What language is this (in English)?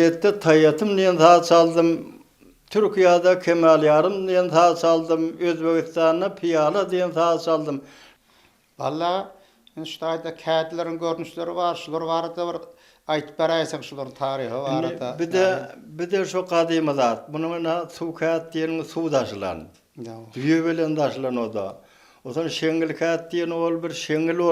Turkmen